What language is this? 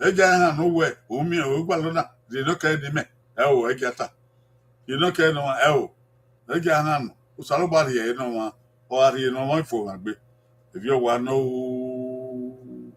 Bini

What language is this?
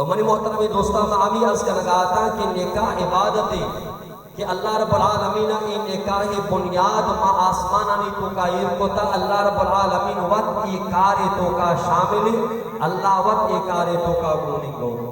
Baluchi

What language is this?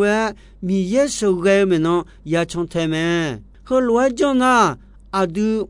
Akha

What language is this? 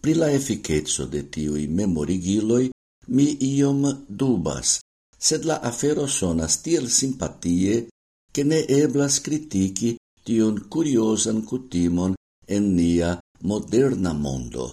Esperanto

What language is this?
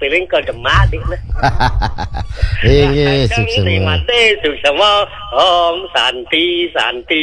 Balinese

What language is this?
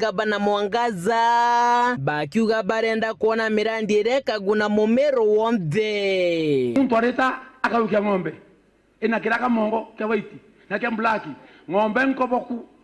Meru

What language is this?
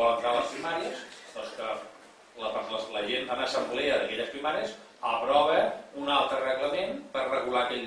Catalan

